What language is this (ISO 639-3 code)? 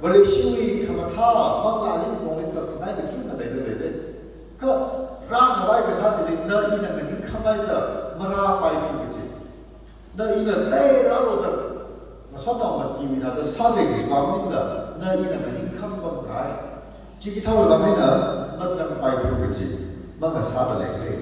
nmf